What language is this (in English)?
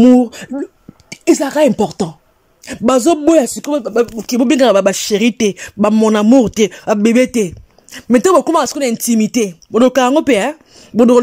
Lingala